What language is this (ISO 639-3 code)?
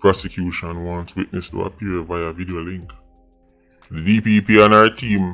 jam